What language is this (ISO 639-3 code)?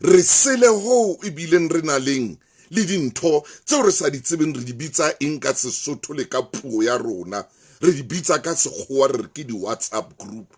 sot